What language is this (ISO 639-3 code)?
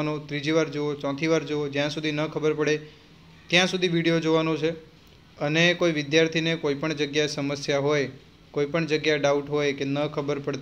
guj